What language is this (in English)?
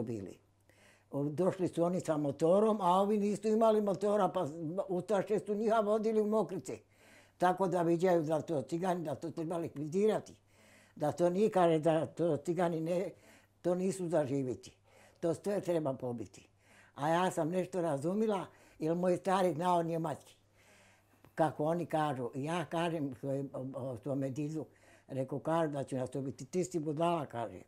Bosnian